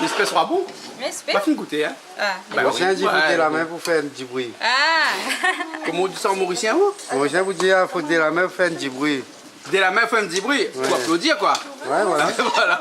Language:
Réunion Creole French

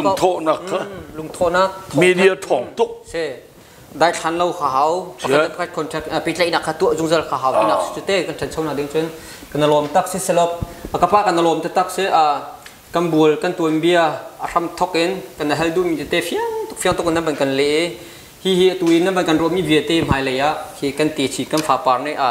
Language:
Hakha Chin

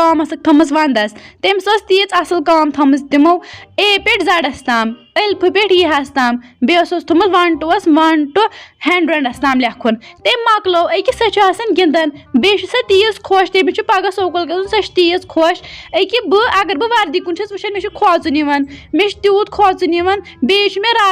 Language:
Kashmiri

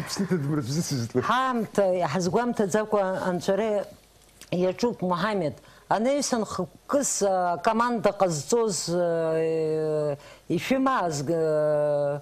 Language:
Abkhazian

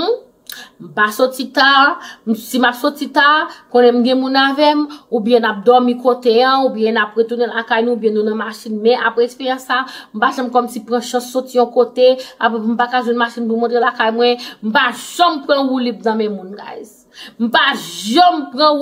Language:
Haitian Creole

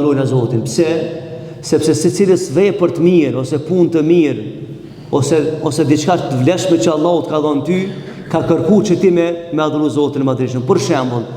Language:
Albanian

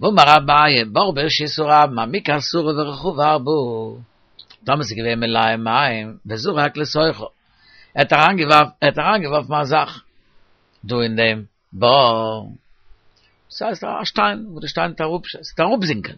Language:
Yiddish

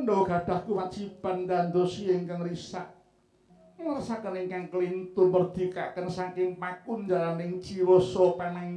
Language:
Javanese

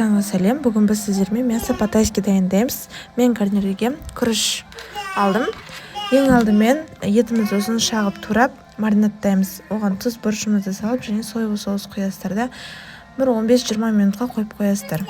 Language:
Kazakh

